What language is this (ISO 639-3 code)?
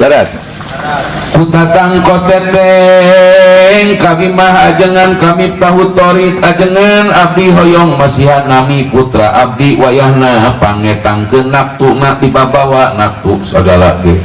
sun